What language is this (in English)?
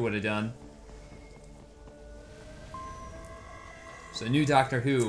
English